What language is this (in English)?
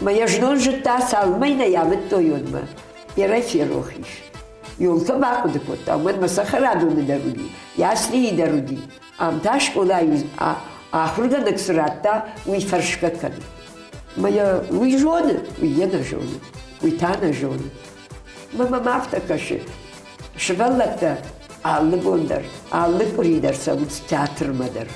Ossetic